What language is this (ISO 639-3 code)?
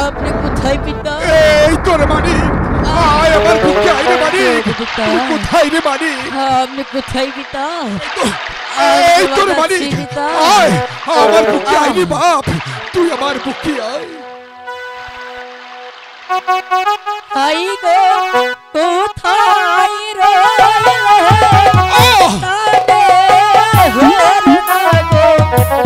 ben